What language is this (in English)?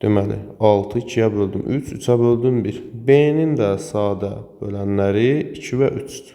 Azerbaijani